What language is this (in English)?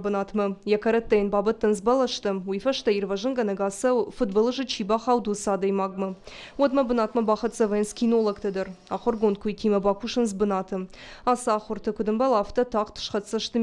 Ossetic